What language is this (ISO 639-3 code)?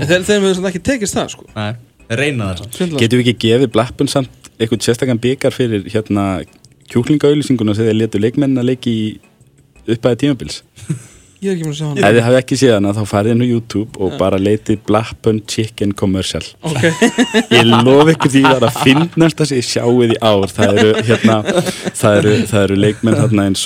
isl